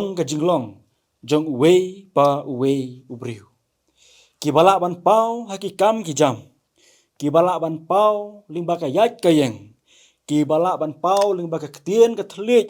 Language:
Khasi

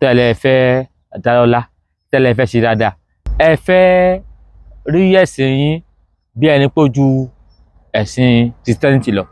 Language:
Yoruba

